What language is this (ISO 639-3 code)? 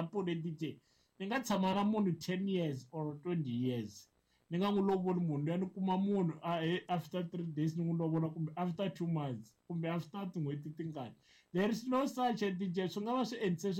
tso